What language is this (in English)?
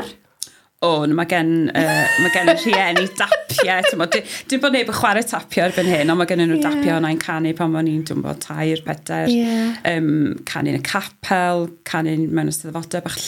Welsh